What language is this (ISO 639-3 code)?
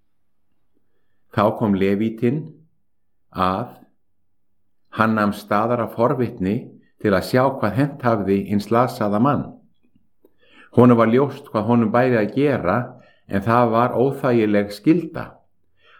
isl